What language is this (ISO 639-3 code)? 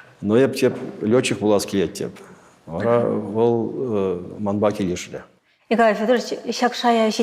chv